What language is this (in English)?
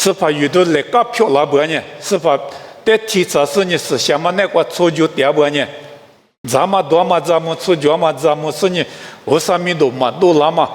Lisu